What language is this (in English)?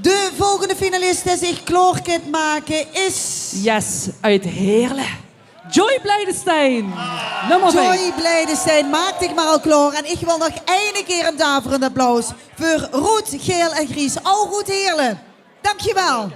Limburgish